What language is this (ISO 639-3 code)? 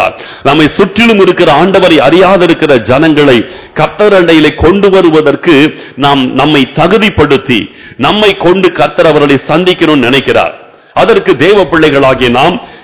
tam